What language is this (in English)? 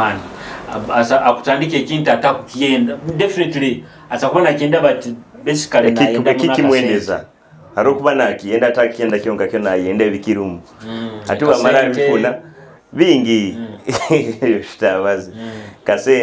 Nyoro